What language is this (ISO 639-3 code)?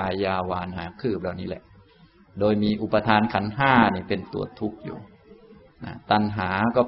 tha